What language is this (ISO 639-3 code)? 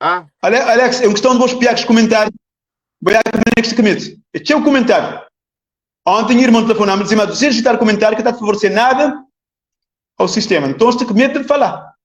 kea